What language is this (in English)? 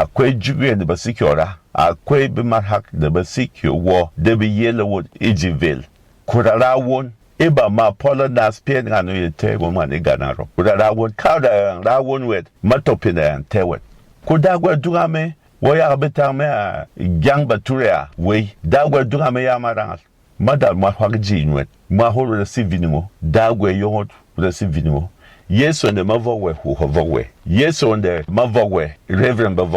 Berom